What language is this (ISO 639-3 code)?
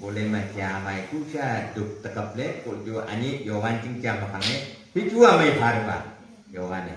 nag